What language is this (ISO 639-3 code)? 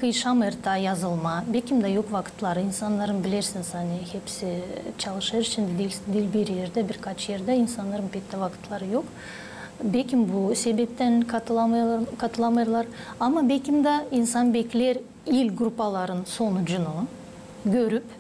gag